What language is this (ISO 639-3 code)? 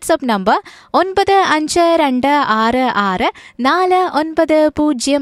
mal